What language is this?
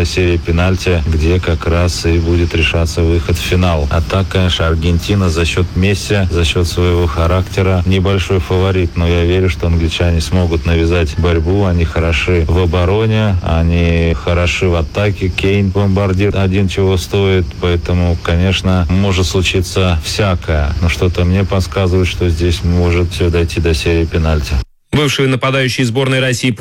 Russian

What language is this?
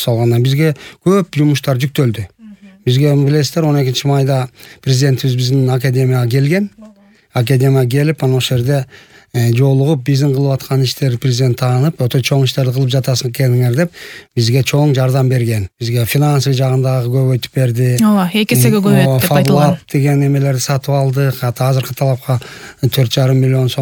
Kyrgyz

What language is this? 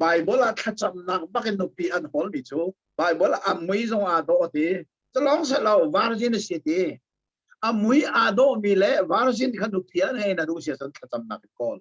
Hakha Chin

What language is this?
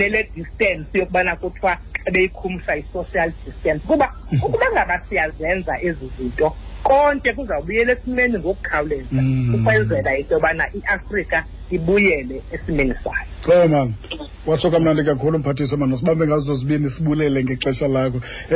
Xhosa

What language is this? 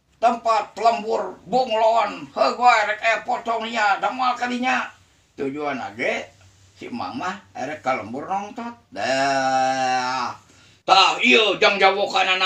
Sundanese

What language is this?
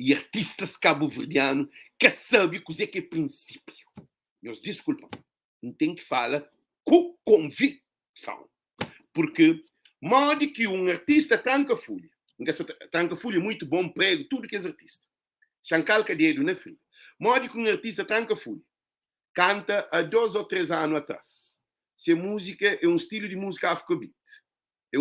Kabuverdianu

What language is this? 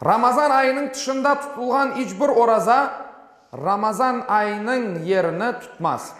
Crimean Tatar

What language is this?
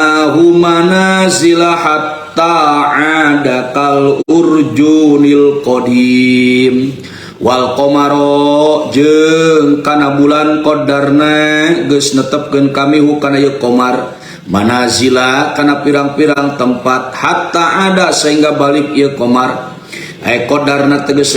Sundanese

